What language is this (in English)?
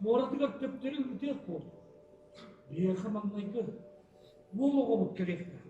Yakut